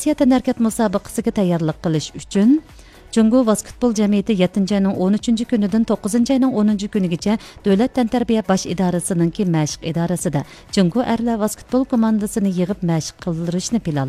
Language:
Uyghur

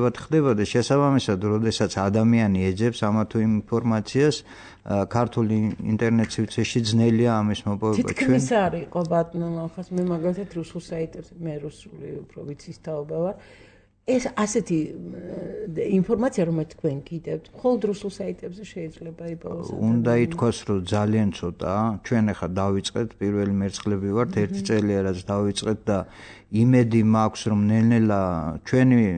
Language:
Georgian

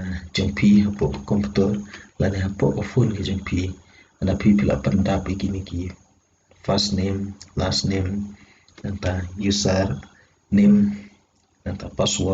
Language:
Khasi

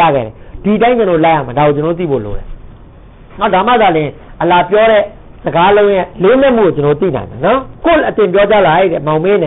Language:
Burmese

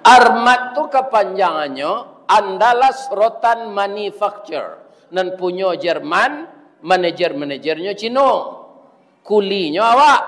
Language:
Minangkabau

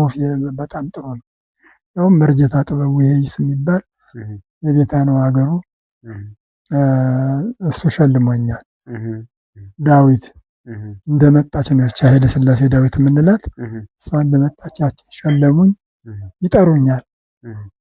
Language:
Amharic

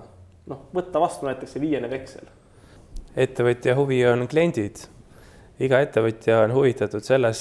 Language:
Estonian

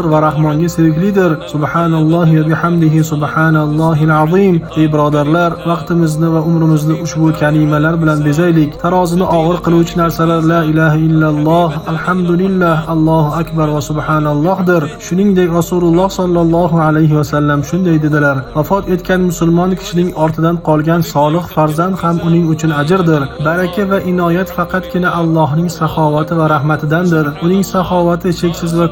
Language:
Uzbek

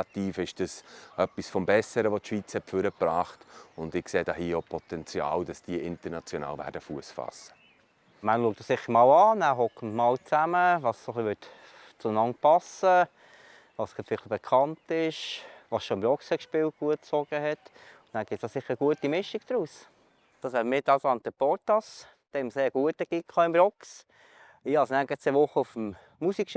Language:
Swiss German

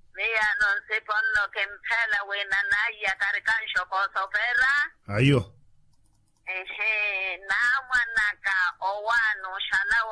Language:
Makhuwa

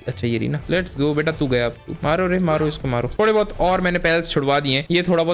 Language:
Hindi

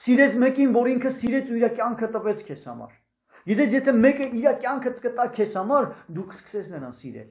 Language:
Armenian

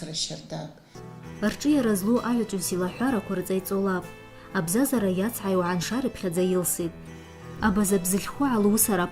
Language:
Abkhazian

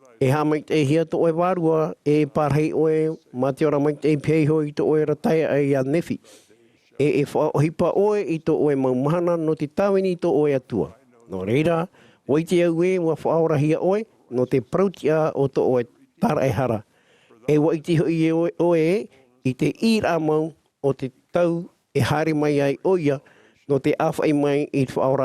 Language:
Tahitian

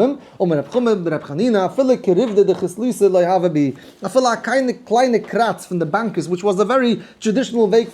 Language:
Yiddish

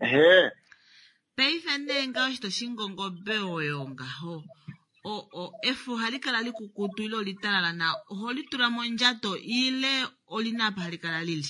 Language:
Kuanyama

